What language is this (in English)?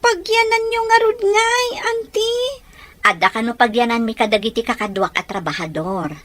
Iloko